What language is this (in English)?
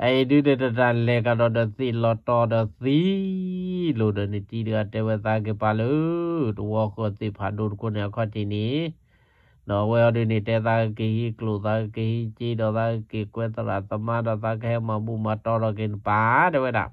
S'gaw Karen